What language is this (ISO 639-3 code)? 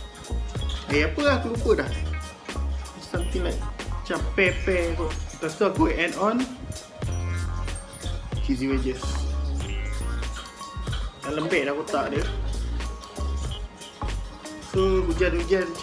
msa